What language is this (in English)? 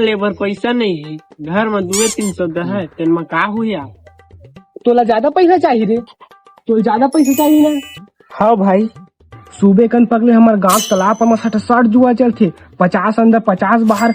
Chhattisgarhi